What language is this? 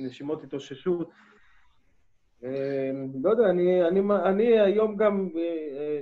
Hebrew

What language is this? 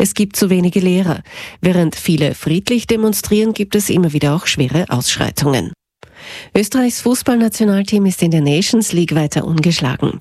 German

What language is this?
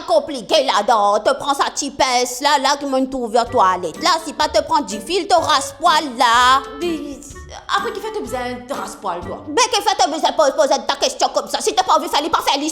Morisyen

